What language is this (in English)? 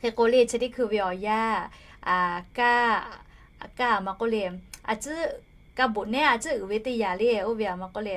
Lahu